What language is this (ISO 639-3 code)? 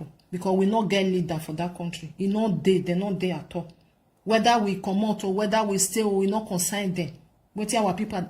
pcm